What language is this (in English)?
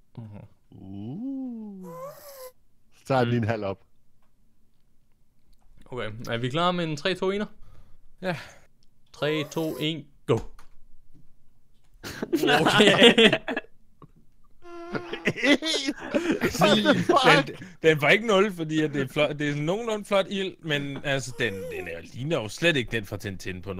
Danish